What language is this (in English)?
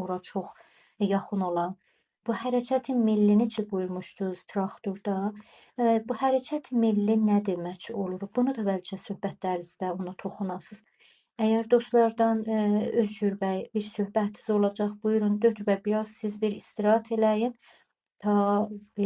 South Azerbaijani